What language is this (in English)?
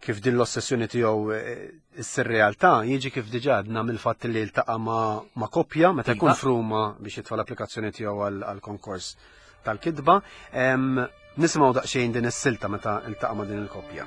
Maltese